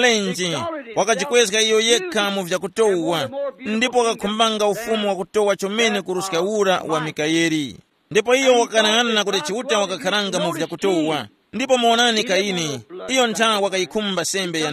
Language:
Tumbuka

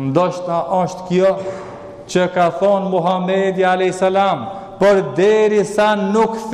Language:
Albanian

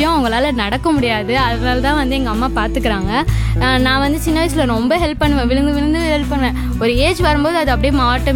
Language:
Tamil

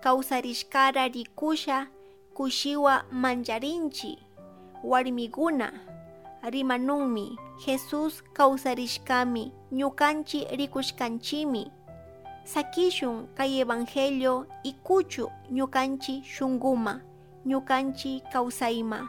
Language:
Chimborazo Highland Quichua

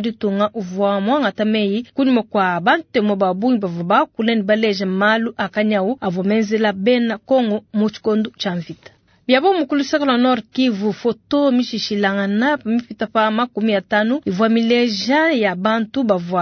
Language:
Luba-Lulua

